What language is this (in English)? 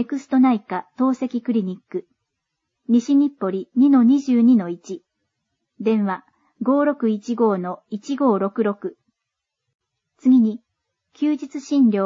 Japanese